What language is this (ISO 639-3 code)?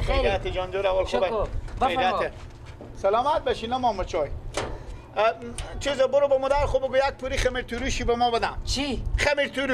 fas